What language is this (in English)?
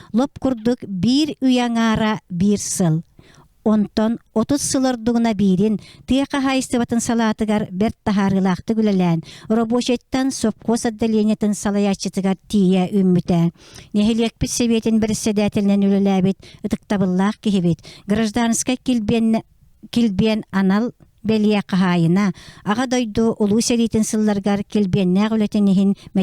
Yakut